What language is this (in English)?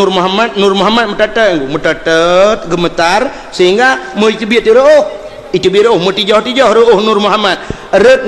Achinese